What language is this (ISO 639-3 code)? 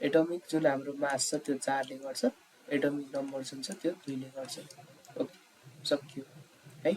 nep